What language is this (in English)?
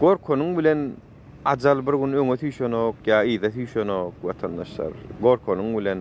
Turkmen